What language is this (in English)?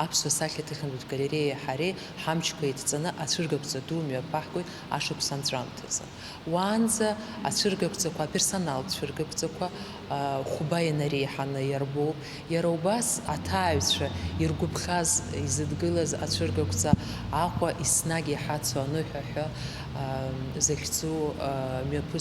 Abkhazian